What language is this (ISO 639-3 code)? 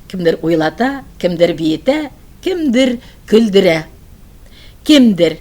tat